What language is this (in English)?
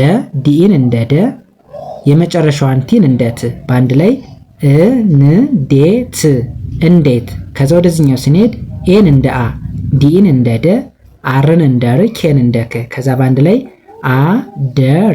Amharic